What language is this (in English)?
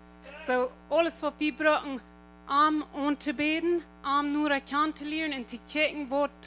Plautdietsch